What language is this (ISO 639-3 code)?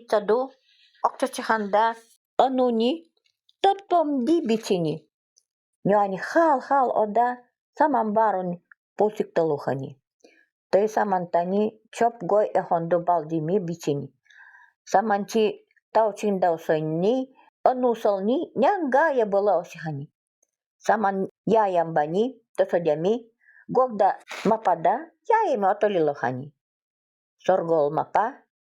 gld